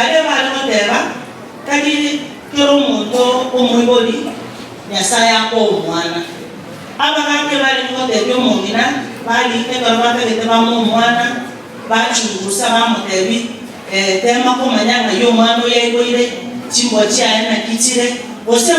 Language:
Gusii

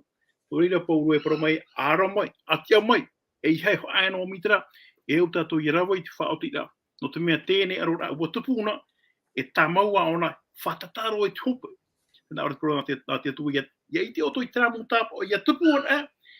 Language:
Tahitian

